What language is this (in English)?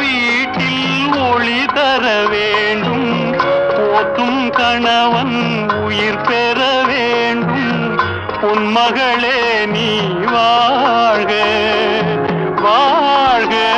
Tamil